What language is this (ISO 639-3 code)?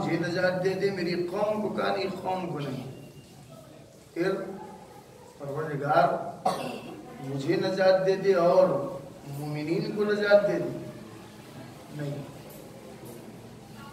urd